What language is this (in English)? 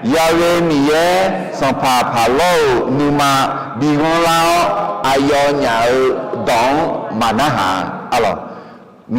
Akha